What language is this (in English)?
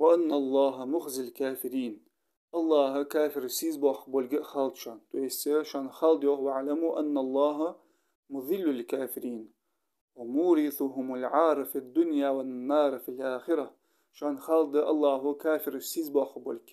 Ingush